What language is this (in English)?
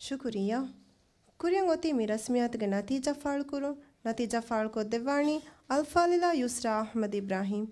Divehi